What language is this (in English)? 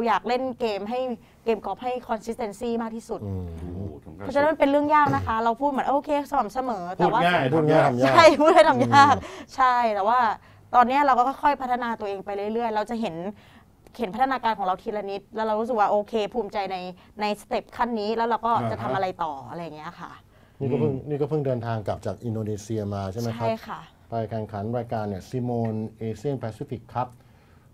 Thai